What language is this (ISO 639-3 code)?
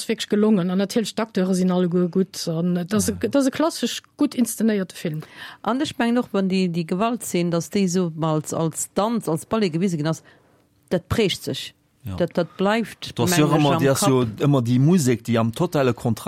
ltz